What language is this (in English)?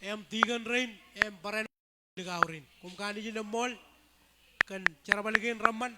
Marshallese